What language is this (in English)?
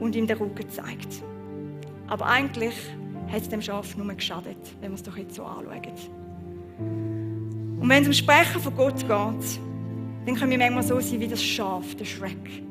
Swiss German